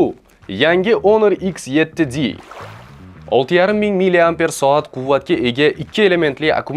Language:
Uzbek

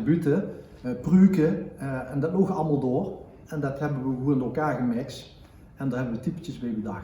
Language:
Limburgish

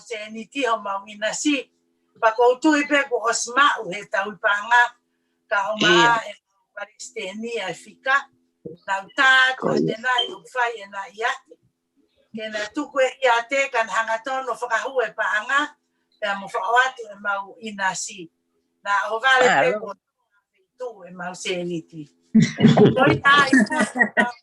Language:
Tongan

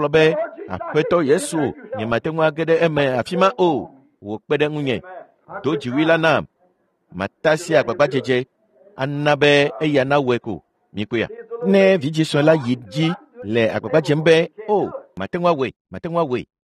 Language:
Ewe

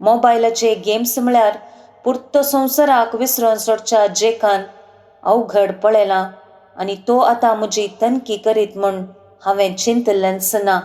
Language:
Konkani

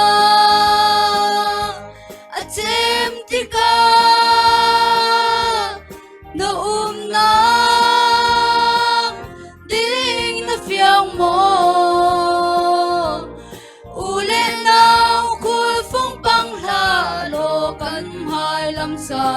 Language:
Falam Chin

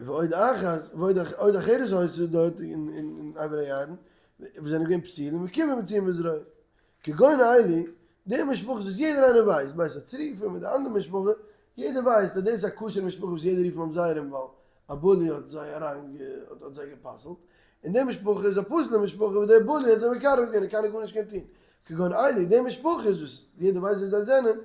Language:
Yiddish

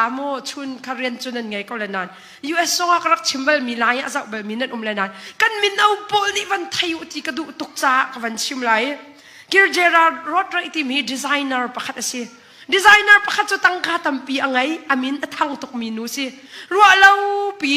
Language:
Hakha Chin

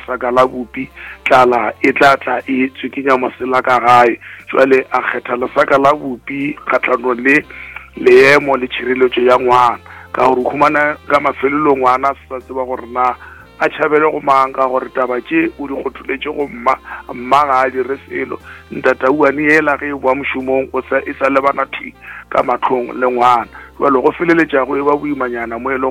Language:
Northern Sotho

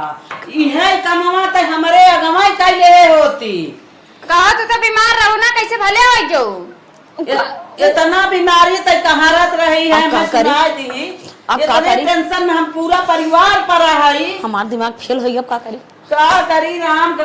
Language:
Awadhi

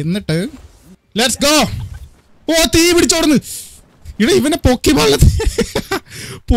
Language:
Malayalam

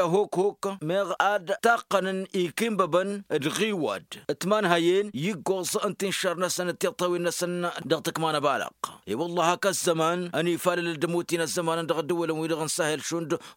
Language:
Tamasheq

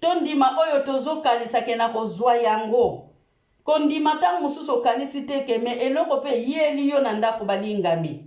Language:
Lingala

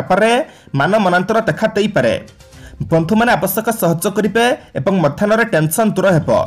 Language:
Odia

